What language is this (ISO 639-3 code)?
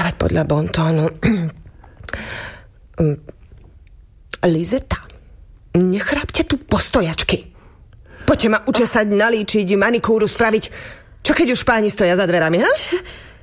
slk